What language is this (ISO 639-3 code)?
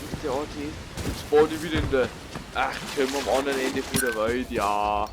bar